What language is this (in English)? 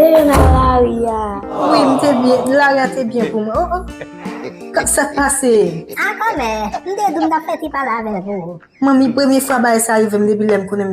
Haitian Creole